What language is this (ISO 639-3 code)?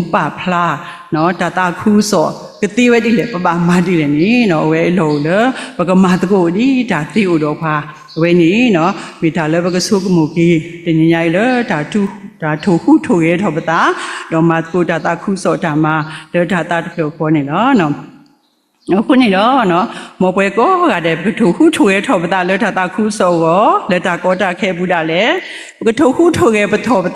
ksw